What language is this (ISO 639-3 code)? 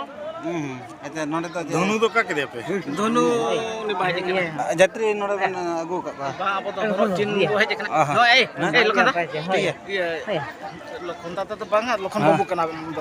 sat